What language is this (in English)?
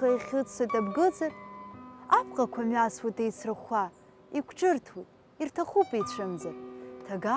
Abkhazian